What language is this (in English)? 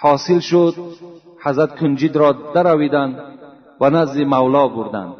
Tajik